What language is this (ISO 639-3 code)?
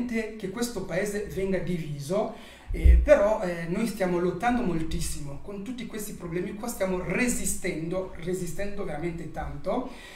ita